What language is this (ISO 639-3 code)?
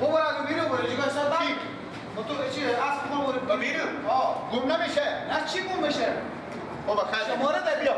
fas